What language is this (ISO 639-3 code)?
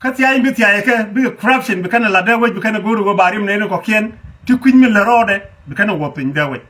nus